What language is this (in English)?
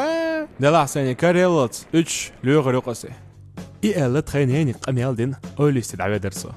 Chechen